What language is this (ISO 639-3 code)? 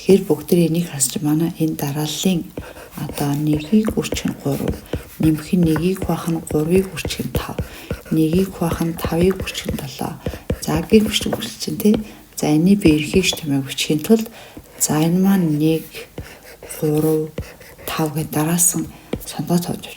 mon